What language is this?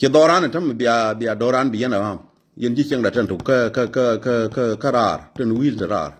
Nuer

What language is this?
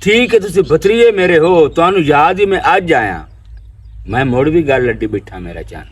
Western Panjabi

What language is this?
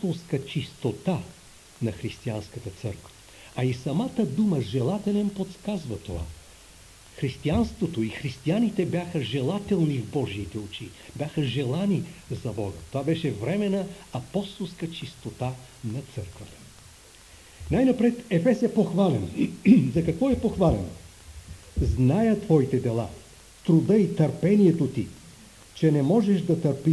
Bulgarian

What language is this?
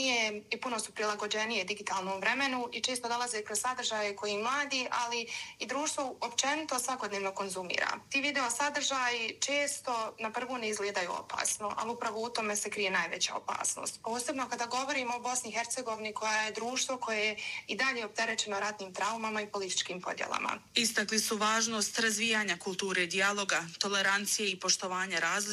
Bosnian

